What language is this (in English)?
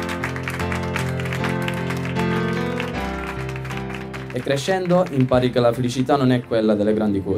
Italian